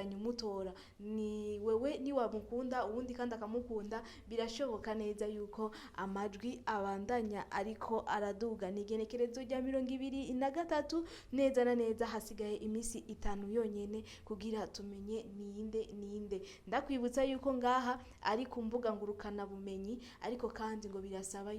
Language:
Rundi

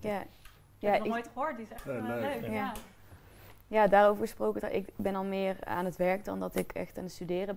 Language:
Dutch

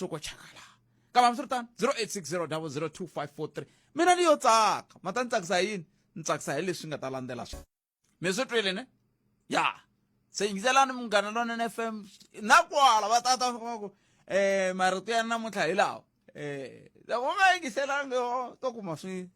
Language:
Tsonga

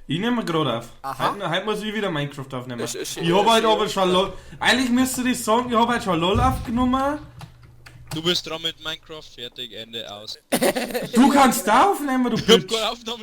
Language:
Bavarian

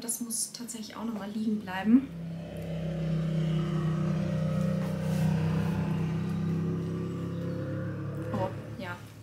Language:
German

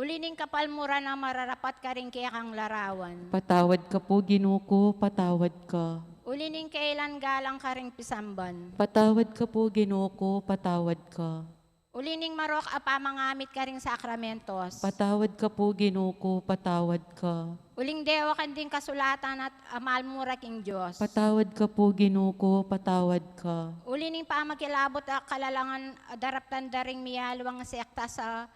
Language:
Pampanga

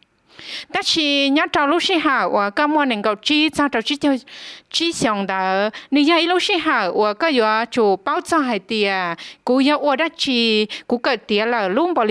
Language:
Hmong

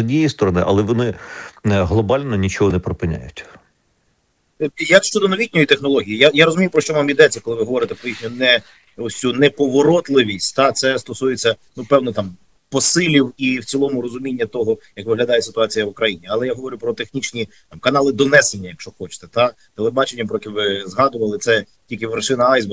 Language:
Ukrainian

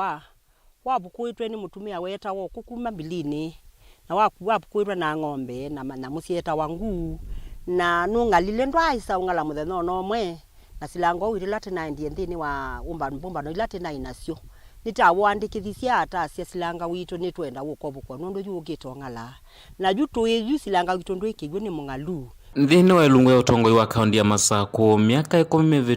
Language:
Kamba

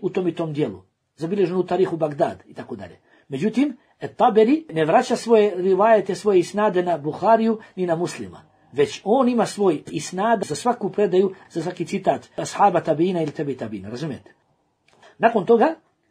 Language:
Bosnian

